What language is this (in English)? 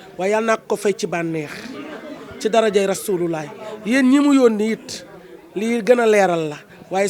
Wolof